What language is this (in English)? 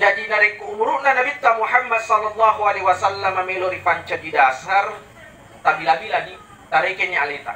Buginese